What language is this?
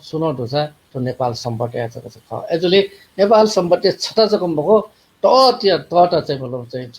Newari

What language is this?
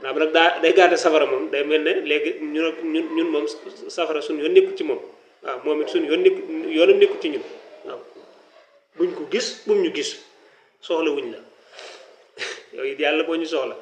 Wolof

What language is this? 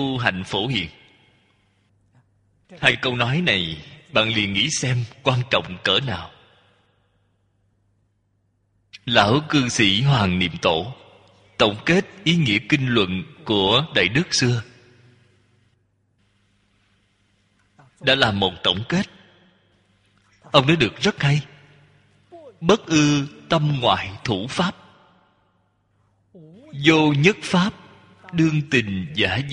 Vietnamese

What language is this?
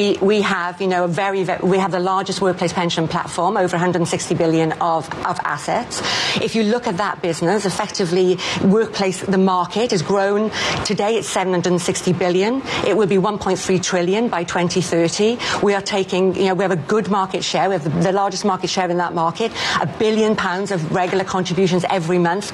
English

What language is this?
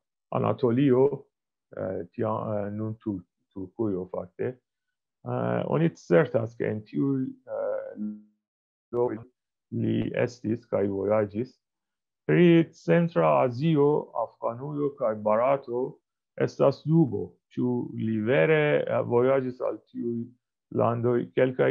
Esperanto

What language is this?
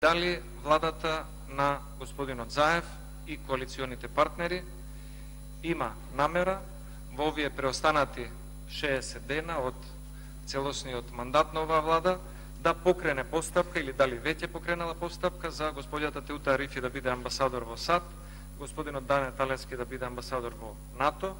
Macedonian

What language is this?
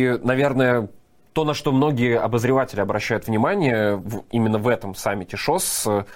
Russian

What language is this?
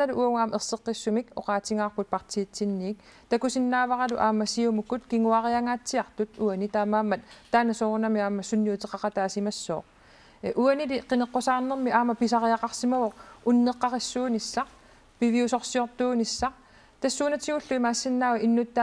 Kalaallisut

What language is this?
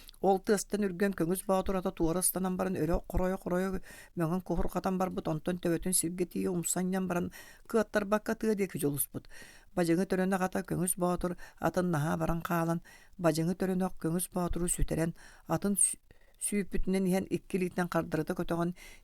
Yakut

